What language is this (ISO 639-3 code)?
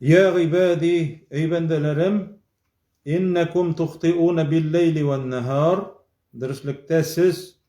tat